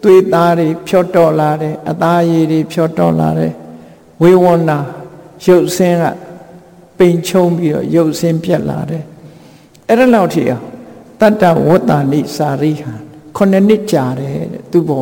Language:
Burmese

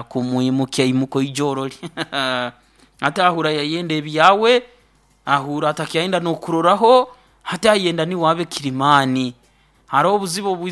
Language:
Nyoro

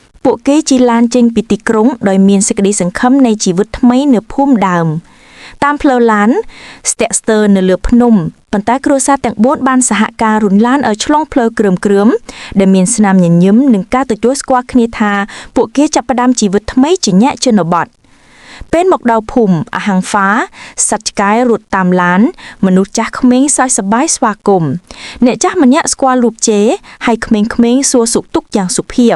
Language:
Khmer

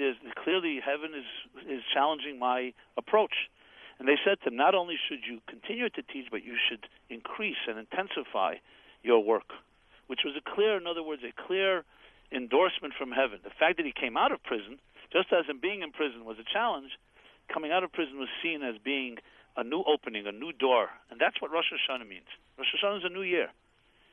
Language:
English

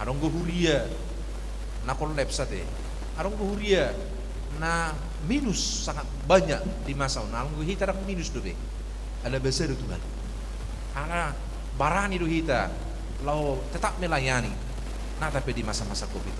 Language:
Batak Toba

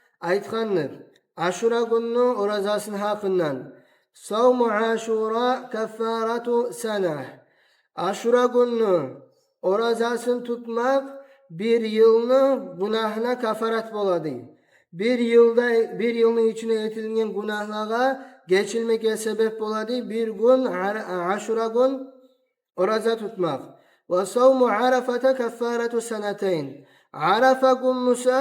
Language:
Kumyk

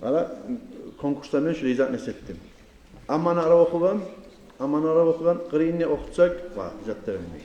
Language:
Kumyk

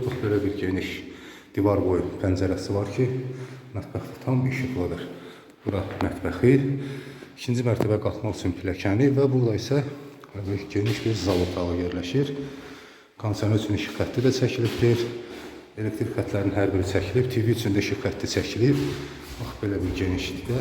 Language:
Azerbaijani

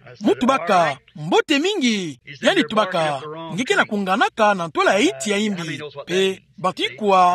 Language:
Kituba (Democratic Republic of Congo)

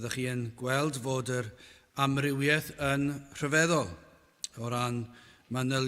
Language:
Welsh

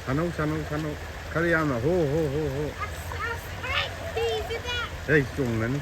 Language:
Manipuri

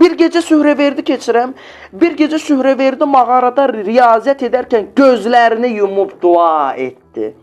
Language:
Azerbaijani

